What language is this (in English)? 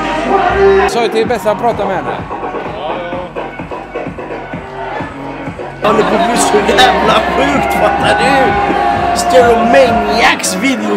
Swedish